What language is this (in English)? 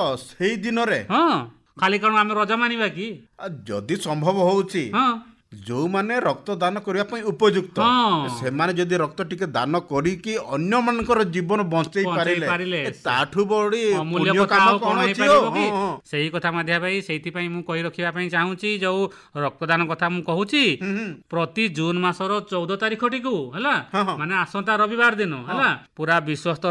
Odia